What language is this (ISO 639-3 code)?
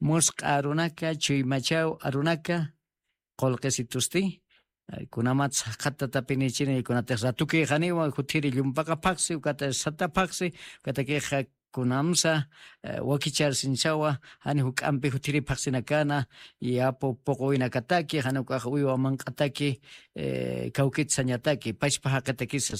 aym